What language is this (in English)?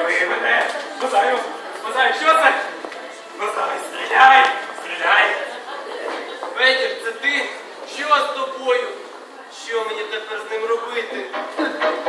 Ukrainian